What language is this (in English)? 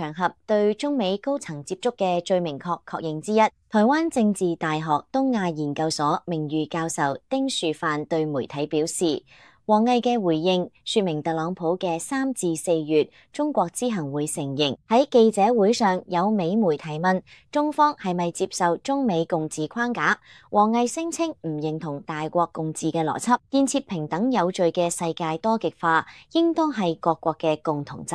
Cantonese